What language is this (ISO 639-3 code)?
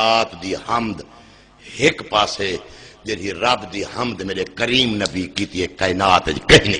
skr